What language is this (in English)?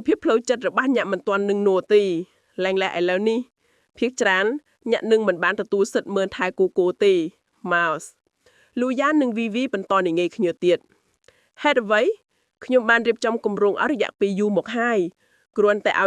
Khmer